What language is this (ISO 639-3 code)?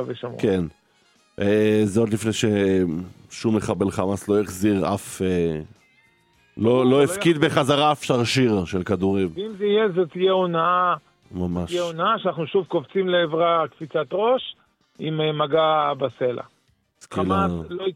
heb